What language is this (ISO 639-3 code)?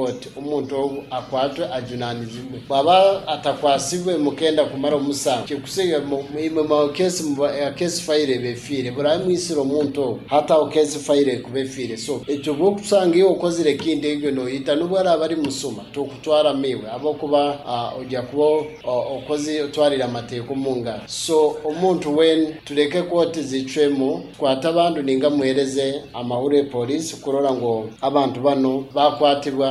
nyn